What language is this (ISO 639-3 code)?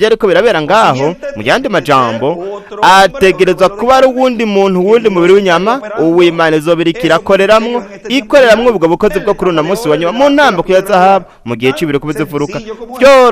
run